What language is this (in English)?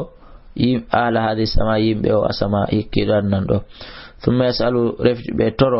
Fula